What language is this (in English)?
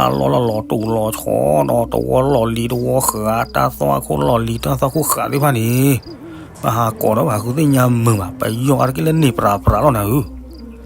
S'gaw Karen